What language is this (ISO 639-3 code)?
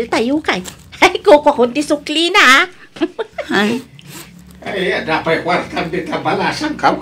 ilo